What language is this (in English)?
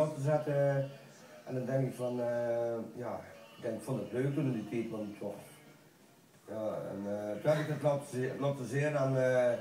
Limburgish